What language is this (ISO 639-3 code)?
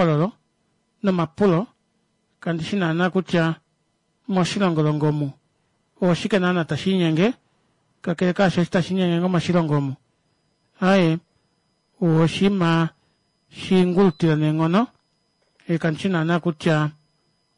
kua